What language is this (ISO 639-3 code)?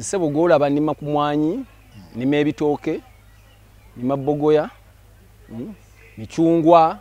lug